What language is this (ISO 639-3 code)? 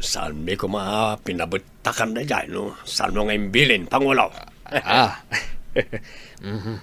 ilo